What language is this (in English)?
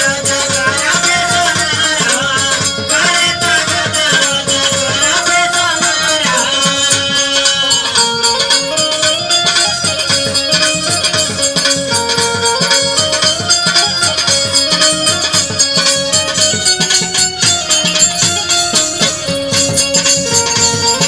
Bhojpuri